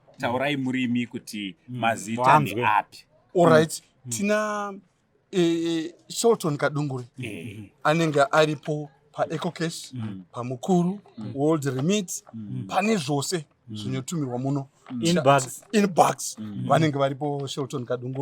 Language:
Shona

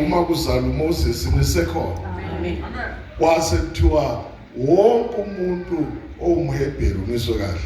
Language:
Zulu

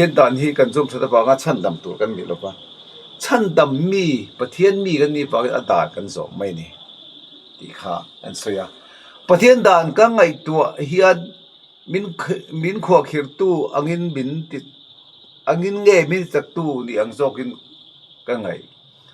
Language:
Mizo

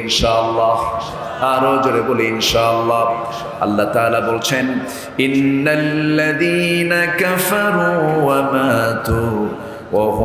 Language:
Bangla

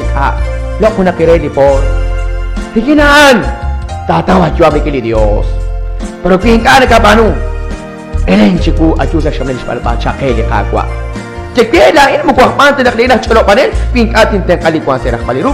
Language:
Kekchí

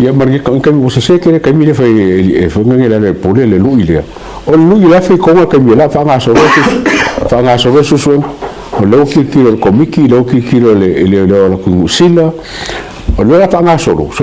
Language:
Samoan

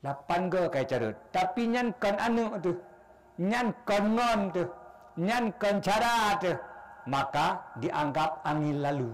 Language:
Achinese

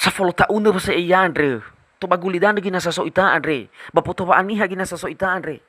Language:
Nias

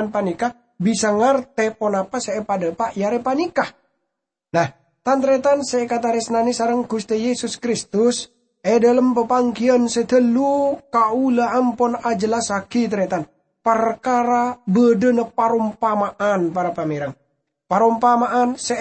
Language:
Madurese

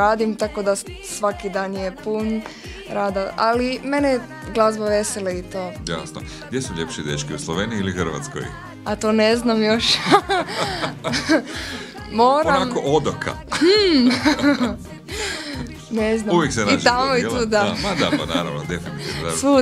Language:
Croatian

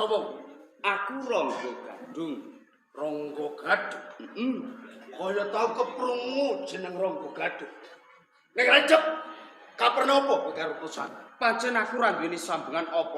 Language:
Javanese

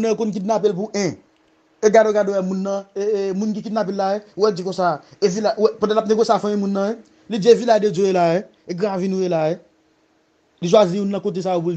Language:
Haitian Creole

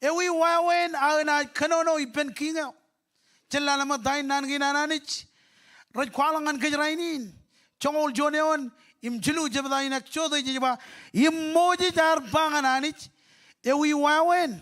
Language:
Marshallese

